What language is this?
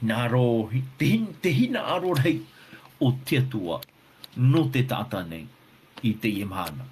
Tahitian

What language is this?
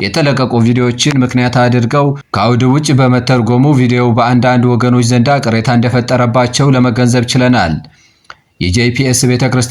Amharic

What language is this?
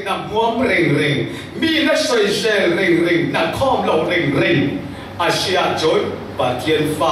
Falam Chin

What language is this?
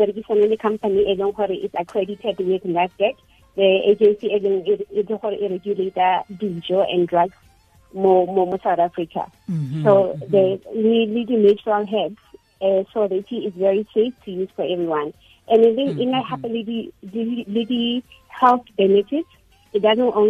Tswana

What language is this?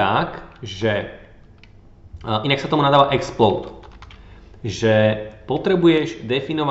Slovak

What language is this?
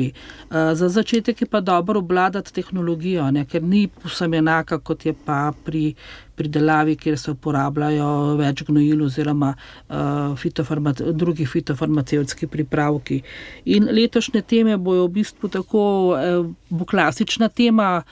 Slovenian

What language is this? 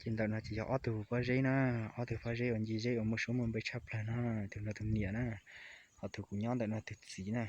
Hmong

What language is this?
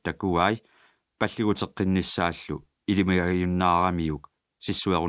Kalaallisut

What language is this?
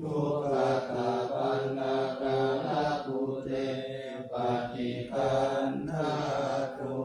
Pali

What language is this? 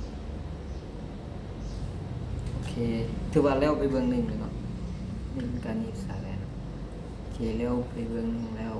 Lao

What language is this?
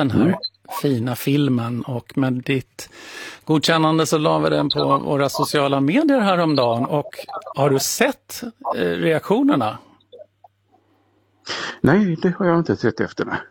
Swedish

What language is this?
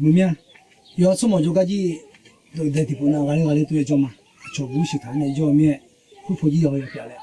Akha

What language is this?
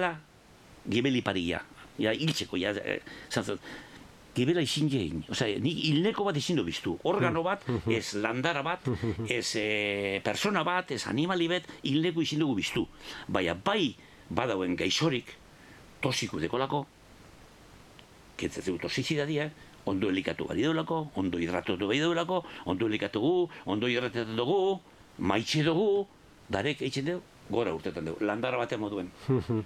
Basque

